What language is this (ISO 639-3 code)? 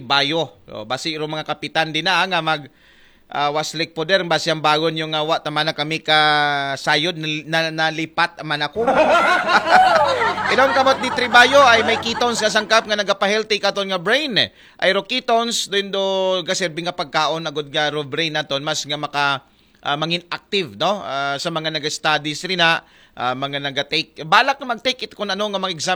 akl